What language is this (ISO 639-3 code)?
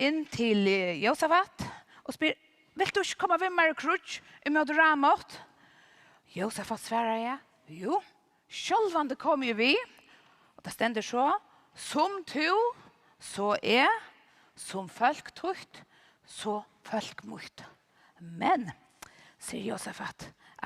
fao